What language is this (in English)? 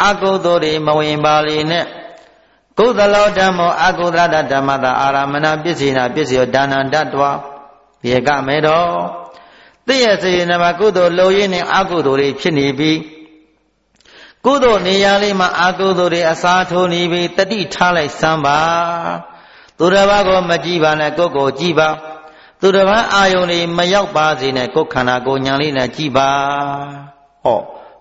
Burmese